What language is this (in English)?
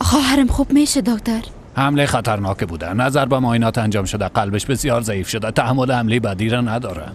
Persian